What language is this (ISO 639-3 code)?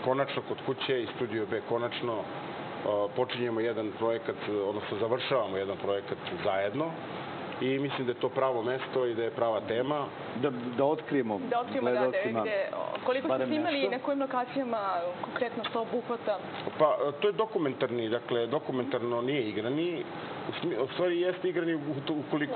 srp